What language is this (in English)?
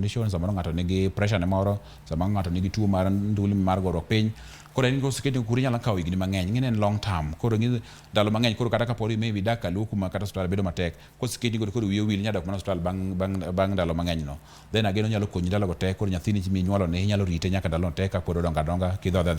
Luo (Kenya and Tanzania)